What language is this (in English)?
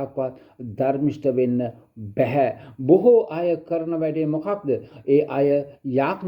Sinhala